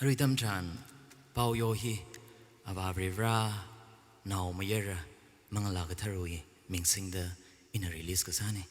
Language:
Tangkhul Naga (India)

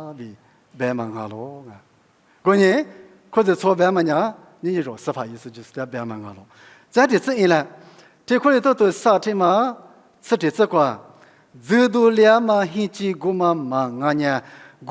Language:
Lisu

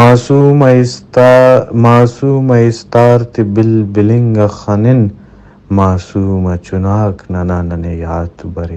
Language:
Brahui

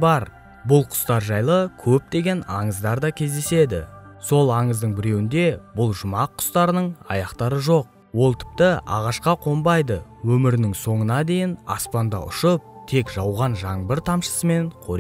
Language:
Kazakh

